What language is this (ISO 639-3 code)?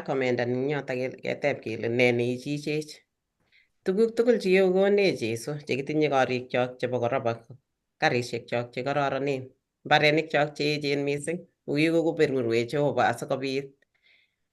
kln